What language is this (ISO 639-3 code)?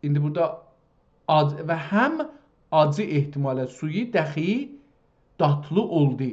azb